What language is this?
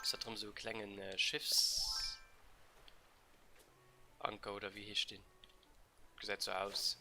Luxembourgish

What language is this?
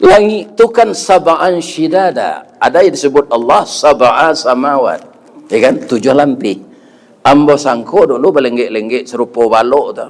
Minangkabau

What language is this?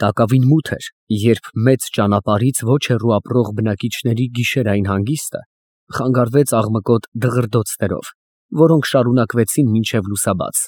Armenian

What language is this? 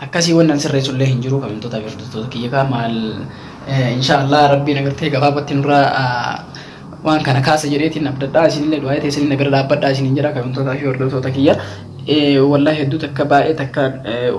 Oromo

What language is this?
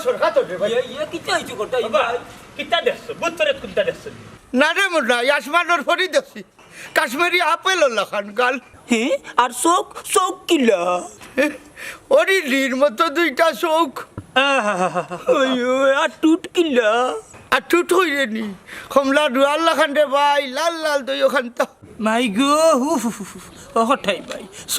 Sylheti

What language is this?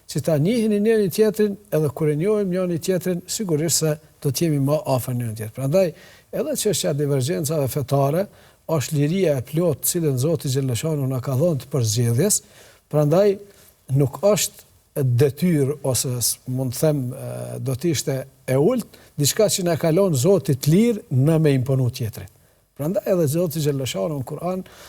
Albanian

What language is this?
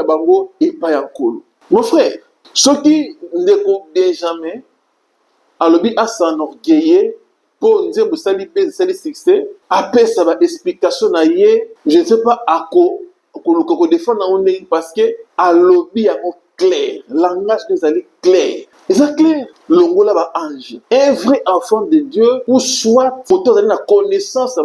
Lingala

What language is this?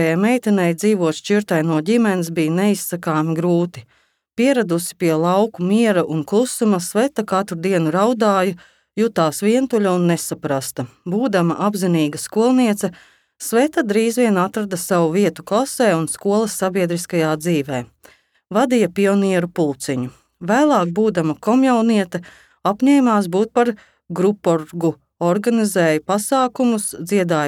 Latvian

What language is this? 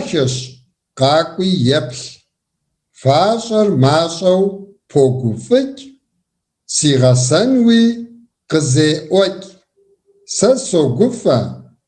Kabardian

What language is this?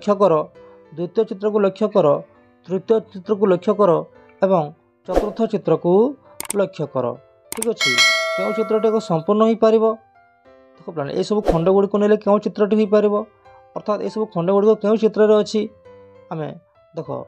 Odia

